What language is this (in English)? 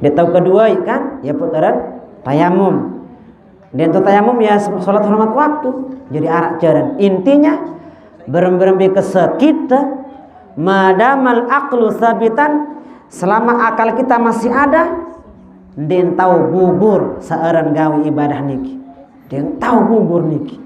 Sasak